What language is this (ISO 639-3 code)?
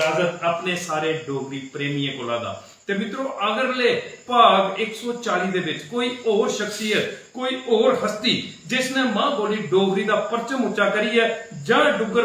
doi